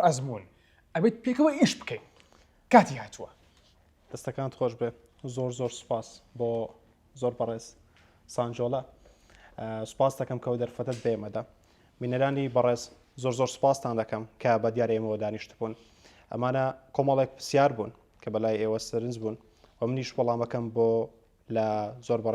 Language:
Central Kurdish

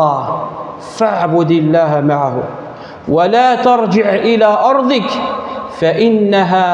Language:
Kabyle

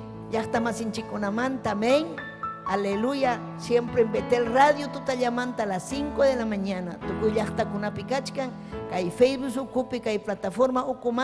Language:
Ayacucho Quechua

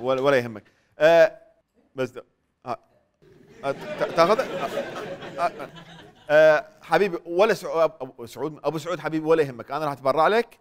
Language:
Mesopotamian Arabic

